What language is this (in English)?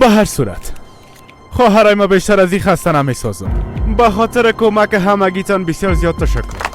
Persian